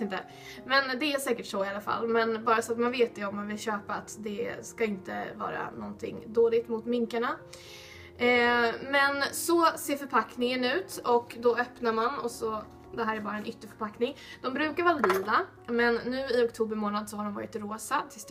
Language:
Swedish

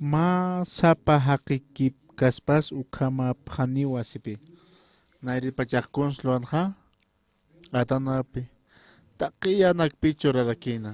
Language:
Aymara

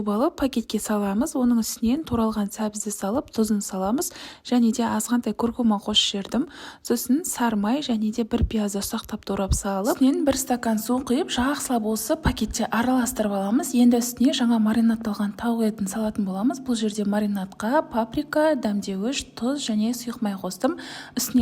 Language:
Kazakh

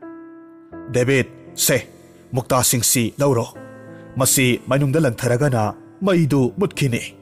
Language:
Manipuri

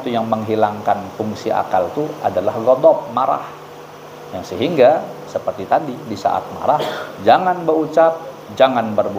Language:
Banjar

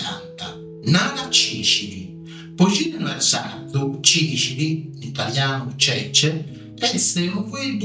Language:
Sardinian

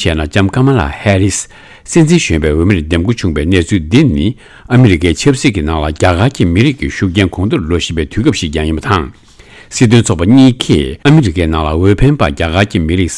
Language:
Tibetan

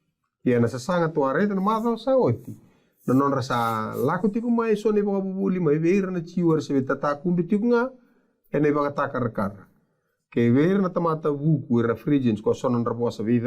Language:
Fijian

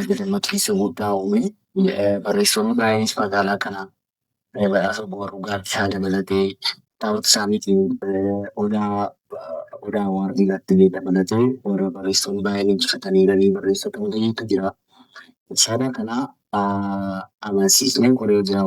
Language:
Oromo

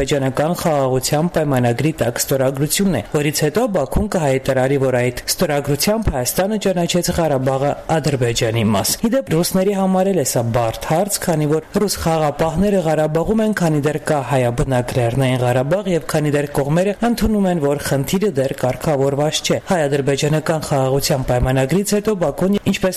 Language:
Armenian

